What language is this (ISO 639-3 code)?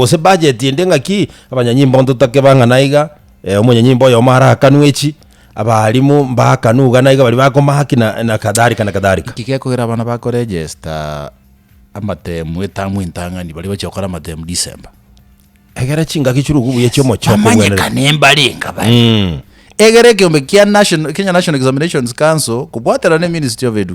guz